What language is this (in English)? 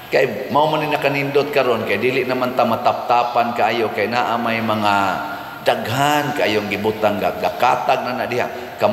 Cebuano